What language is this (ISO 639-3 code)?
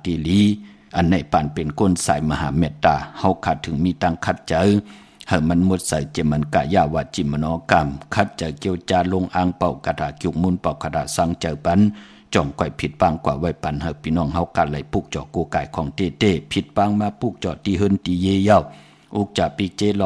shn